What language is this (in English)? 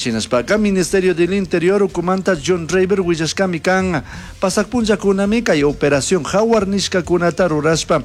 Chimborazo Highland Quichua